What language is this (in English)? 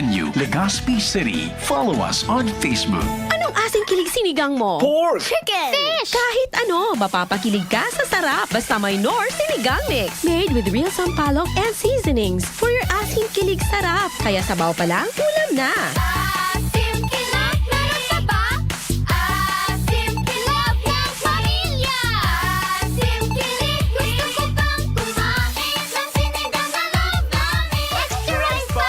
Bikol